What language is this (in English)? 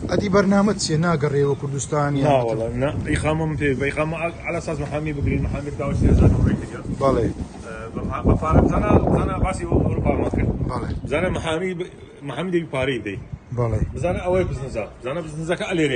Central Kurdish